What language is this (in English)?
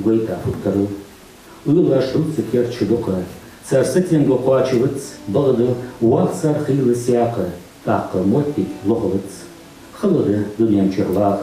Ingush